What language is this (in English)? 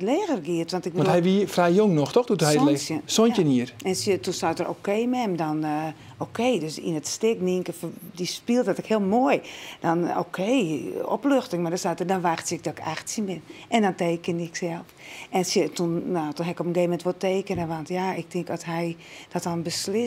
Western Frisian